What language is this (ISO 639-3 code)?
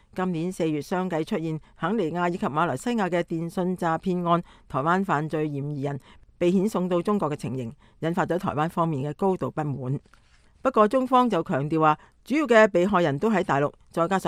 yue